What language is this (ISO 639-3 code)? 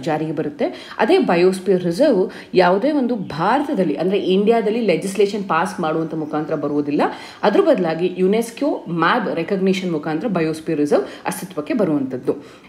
kan